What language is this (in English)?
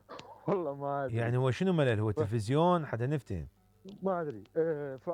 Mesopotamian Arabic